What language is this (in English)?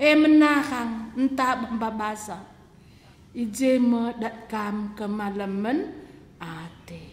Batak Karo